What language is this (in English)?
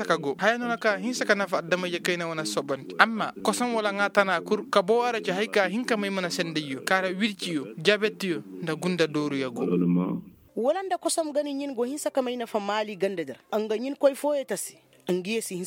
Koyraboro Senni